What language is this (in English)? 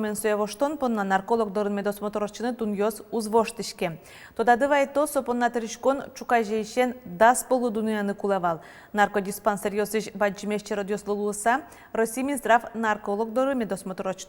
Udmurt